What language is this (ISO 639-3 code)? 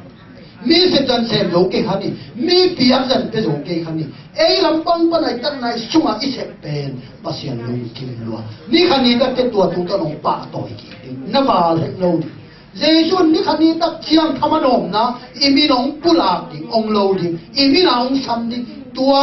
ctd